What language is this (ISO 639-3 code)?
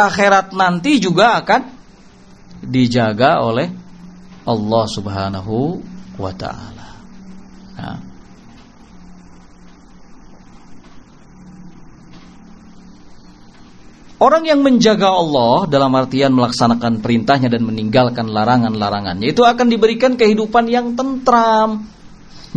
ind